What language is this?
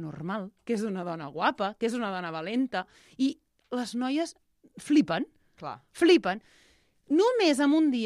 Catalan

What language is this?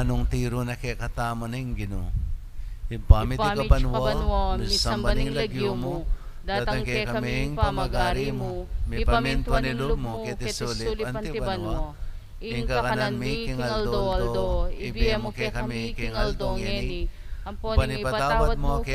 Pampanga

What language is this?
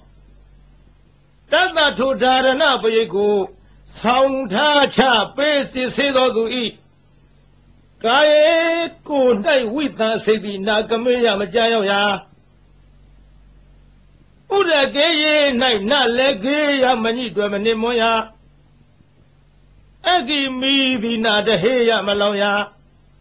Burmese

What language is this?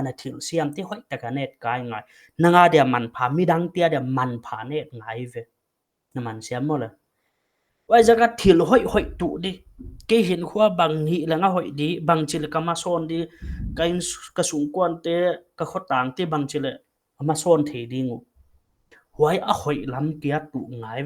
Paite Chin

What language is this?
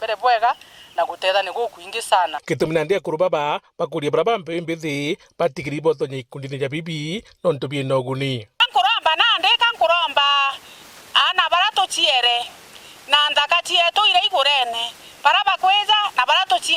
Meru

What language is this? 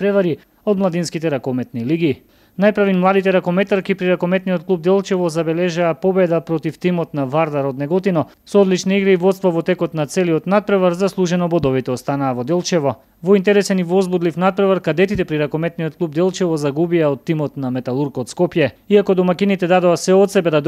Macedonian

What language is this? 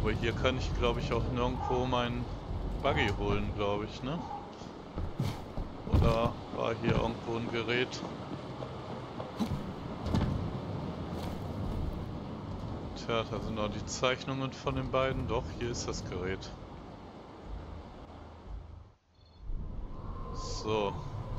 German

